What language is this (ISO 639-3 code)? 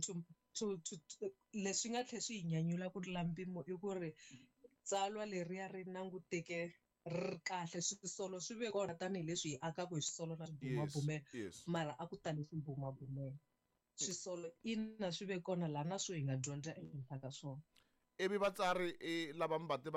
tso